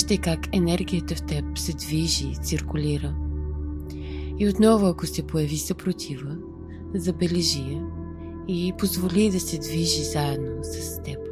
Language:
Bulgarian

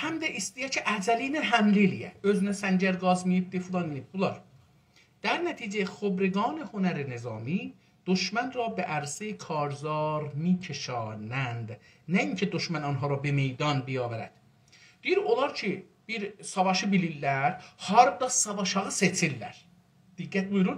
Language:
South Azerbaijani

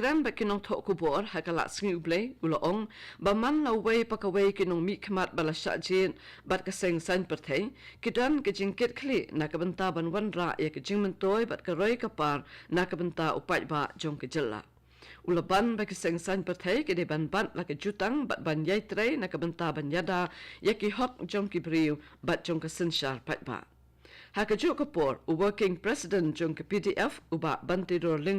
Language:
Khasi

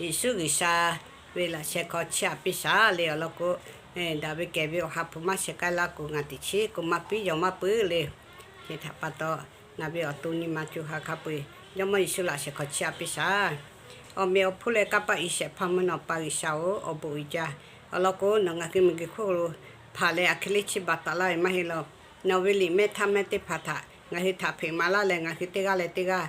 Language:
Lahu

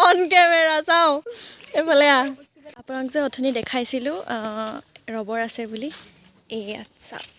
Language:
Assamese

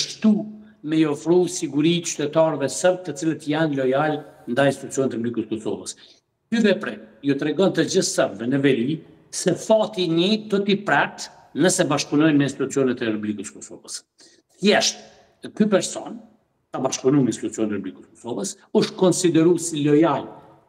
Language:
Albanian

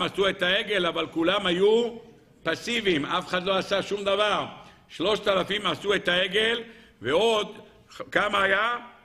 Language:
Hebrew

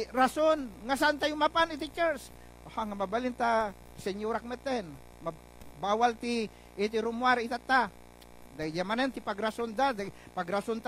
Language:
Iloko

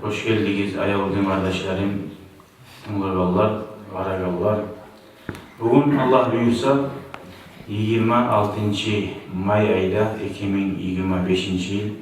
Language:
Kumyk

